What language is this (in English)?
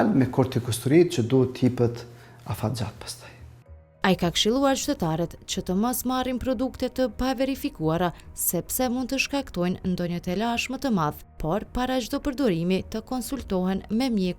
Albanian